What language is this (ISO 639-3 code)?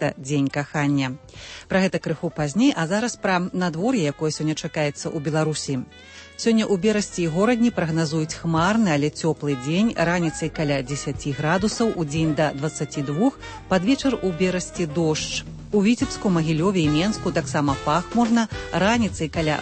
bel